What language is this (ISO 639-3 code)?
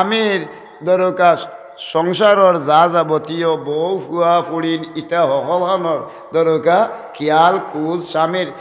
syl